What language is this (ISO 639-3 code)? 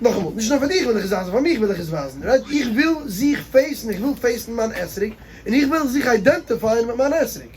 yid